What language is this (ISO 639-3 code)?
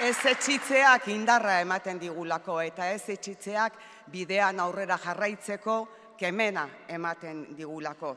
eus